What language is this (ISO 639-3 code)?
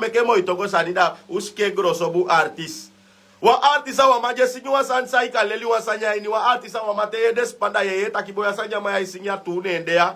srn